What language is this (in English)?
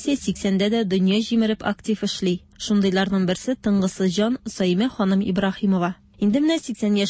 Tatar